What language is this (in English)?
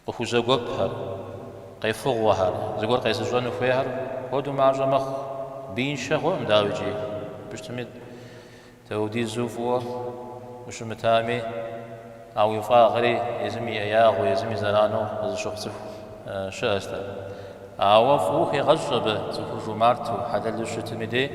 Kabardian